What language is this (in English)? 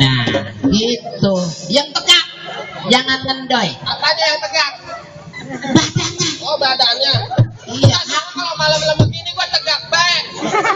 Betawi